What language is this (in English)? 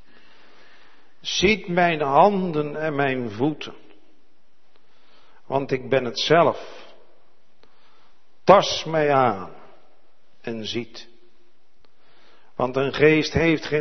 Dutch